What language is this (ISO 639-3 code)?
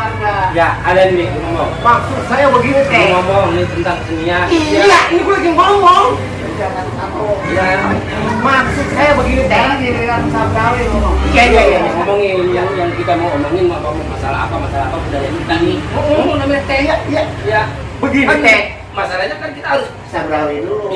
bew